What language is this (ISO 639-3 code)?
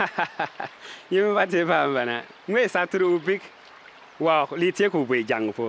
bim